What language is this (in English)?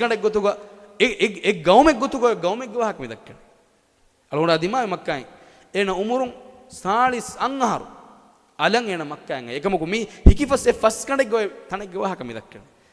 Divehi